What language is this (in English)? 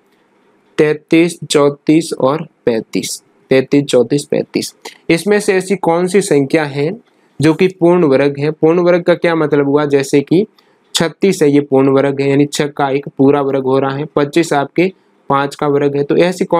Hindi